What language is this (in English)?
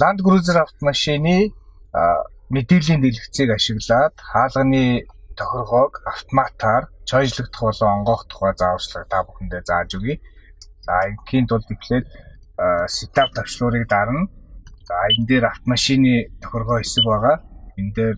Mongolian